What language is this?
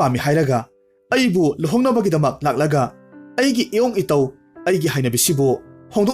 Manipuri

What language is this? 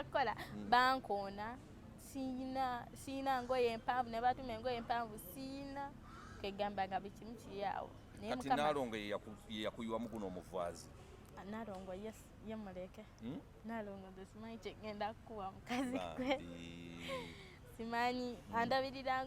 Ganda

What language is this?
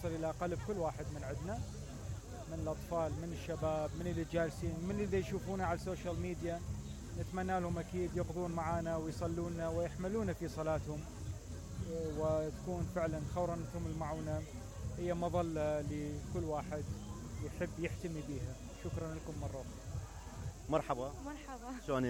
Mesopotamian Arabic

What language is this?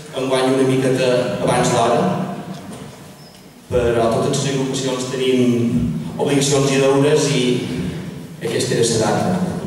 Catalan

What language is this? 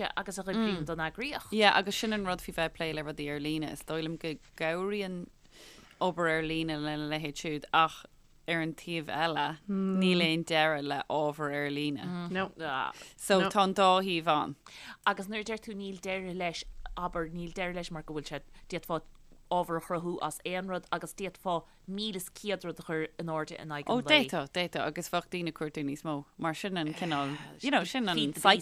Irish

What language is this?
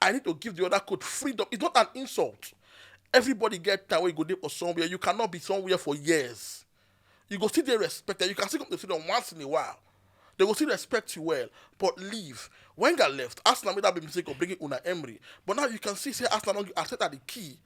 Nigerian Pidgin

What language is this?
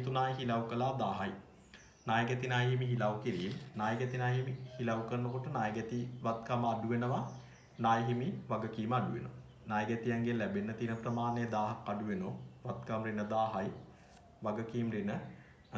Sinhala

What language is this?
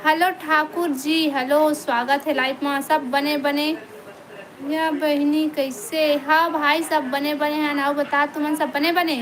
Chhattisgarhi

